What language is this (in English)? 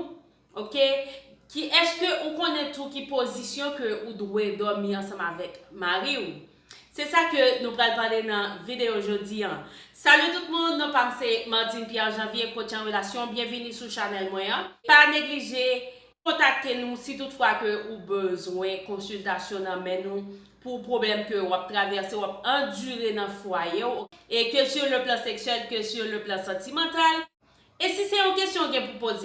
Haitian Creole